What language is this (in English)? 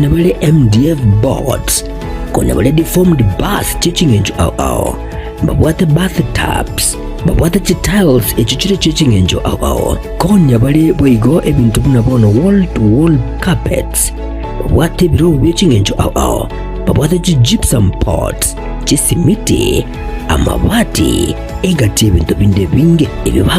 Gusii